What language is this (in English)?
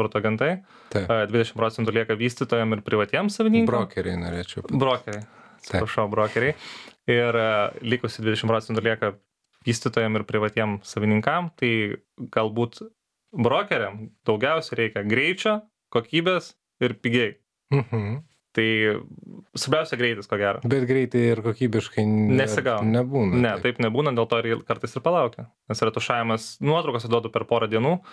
Lithuanian